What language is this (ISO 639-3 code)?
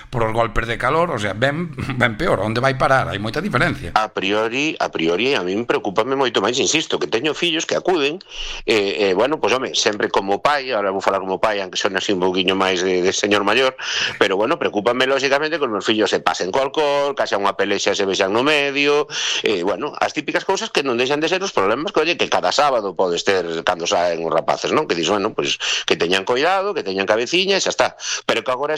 glg